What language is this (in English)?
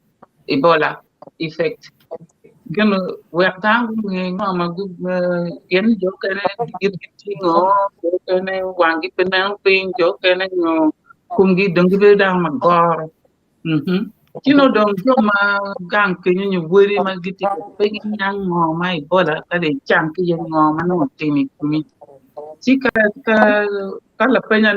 Acoli